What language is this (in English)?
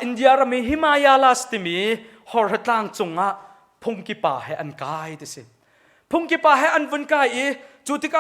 Hakha Chin